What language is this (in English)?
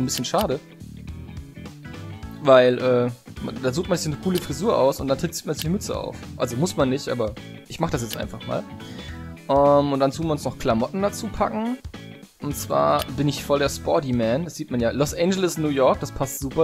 German